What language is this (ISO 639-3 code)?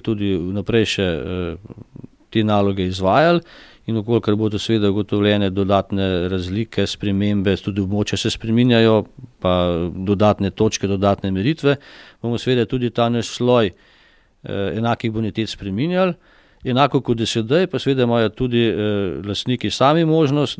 slv